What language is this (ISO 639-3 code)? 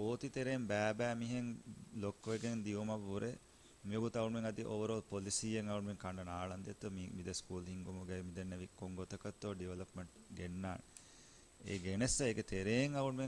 div